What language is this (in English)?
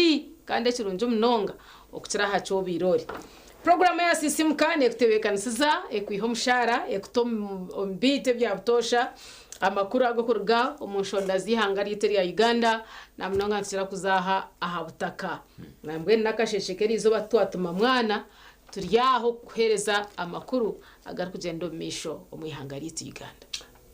Nyankole